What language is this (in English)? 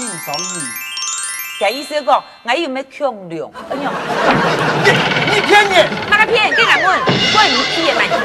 Hakka Chinese